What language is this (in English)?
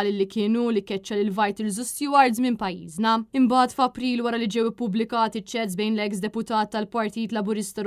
Maltese